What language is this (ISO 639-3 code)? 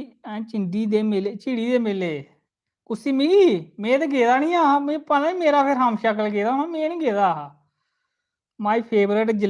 doi